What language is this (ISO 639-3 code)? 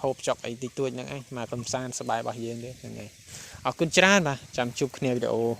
khm